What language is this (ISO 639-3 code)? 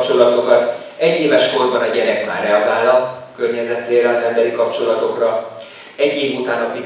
hun